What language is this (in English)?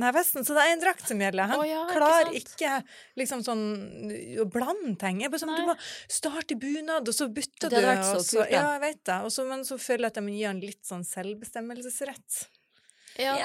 Norwegian